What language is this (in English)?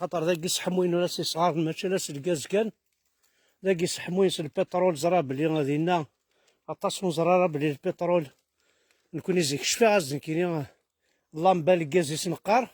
Kabyle